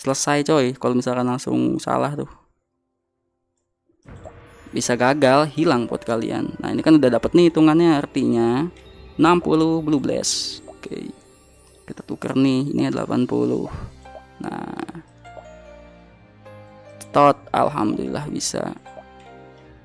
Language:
Indonesian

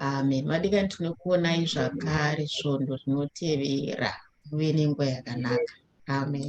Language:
Shona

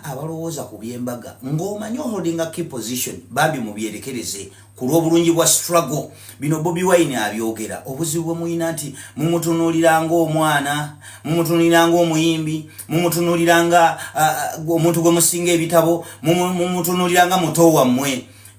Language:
Ganda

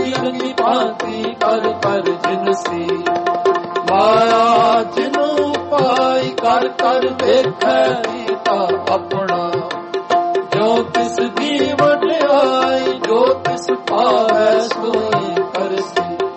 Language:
Punjabi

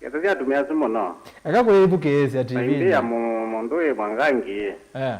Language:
Kamba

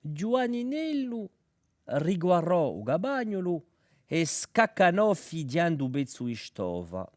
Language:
Corsican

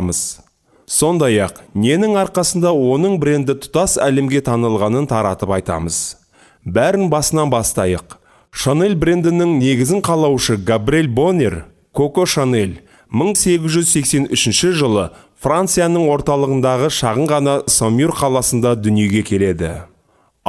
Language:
Kazakh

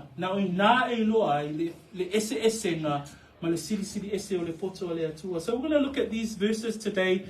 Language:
Samoan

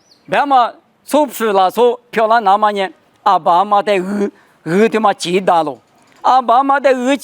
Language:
Lisu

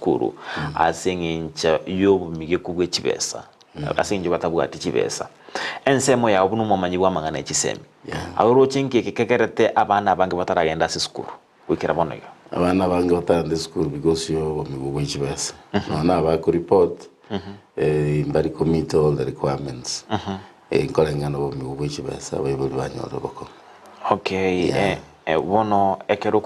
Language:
Gusii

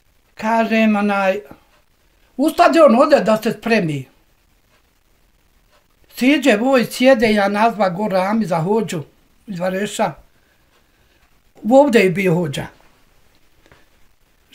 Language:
Bosnian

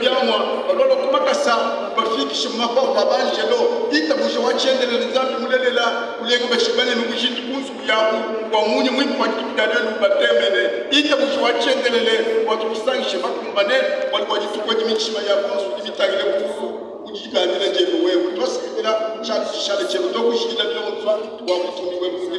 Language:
Luba-Lulua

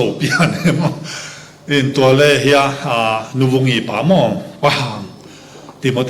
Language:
Tedim Chin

